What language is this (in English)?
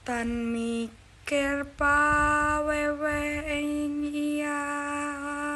Javanese